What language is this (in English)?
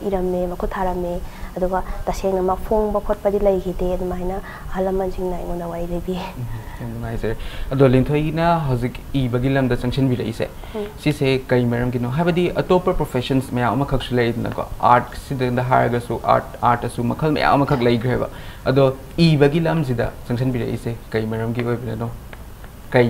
Manipuri